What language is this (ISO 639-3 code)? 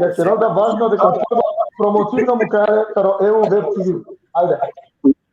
rmn